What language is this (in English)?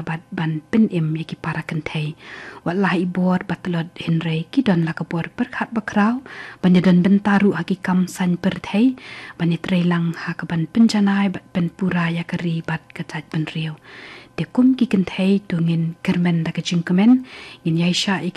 Khasi